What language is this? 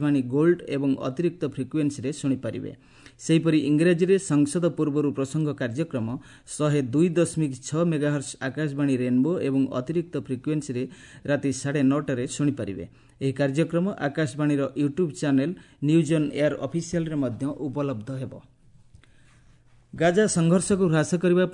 Odia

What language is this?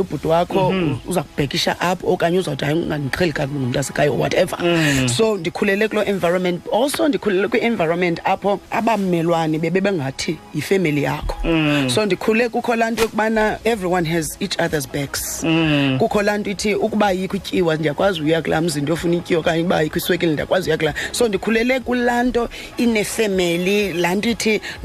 Xhosa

